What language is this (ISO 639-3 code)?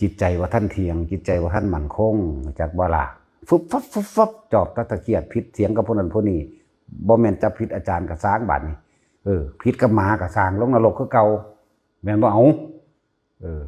tts